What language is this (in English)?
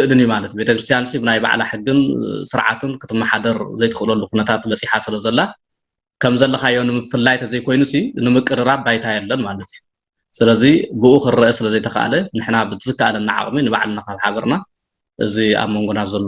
Tigrinya